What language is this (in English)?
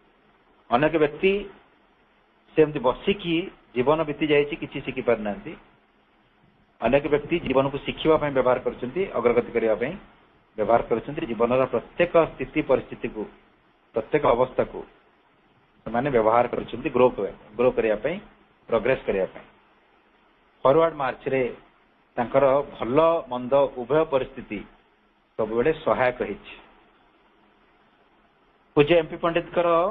Odia